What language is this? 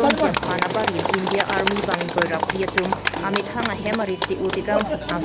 Karbi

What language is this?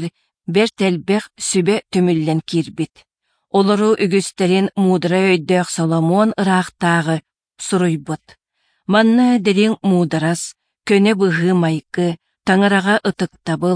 Yakut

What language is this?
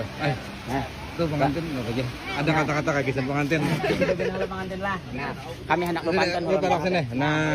Banjar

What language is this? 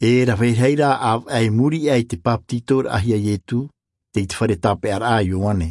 Tahitian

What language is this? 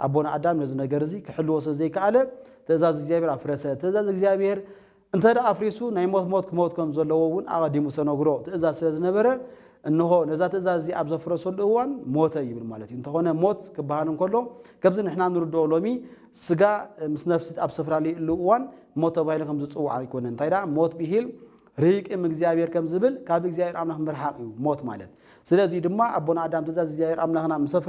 Tigrinya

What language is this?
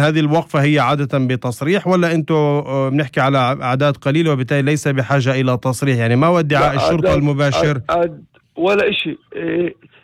North Levantine Arabic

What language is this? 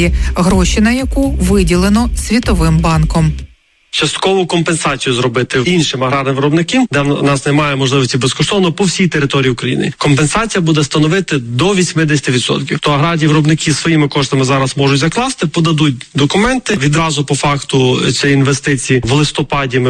Ukrainian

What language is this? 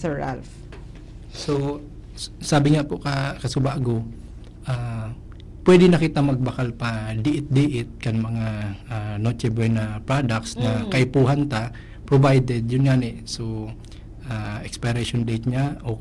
Bikol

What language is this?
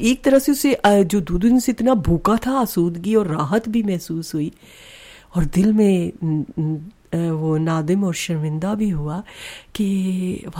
Urdu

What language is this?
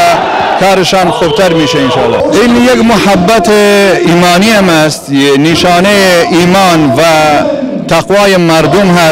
Kurdish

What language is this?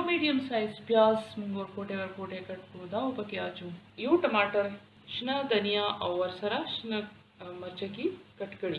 Pashto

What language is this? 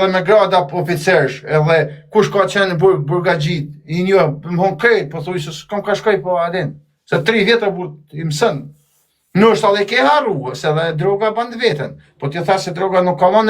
Albanian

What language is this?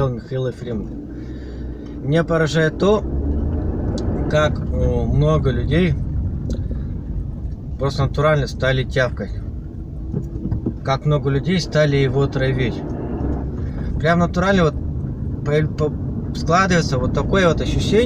Russian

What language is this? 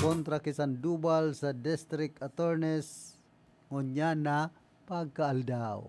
Bikol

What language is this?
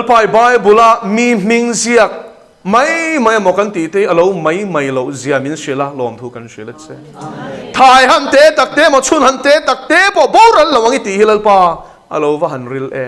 Mizo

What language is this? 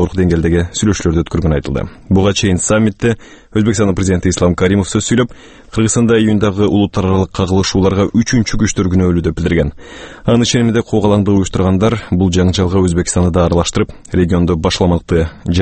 Kyrgyz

